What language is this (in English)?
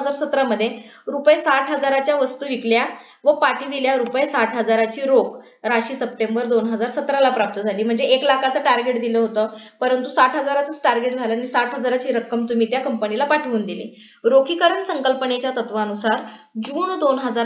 Marathi